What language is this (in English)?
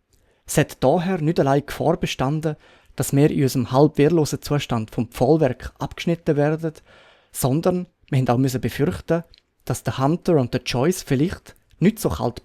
Swiss German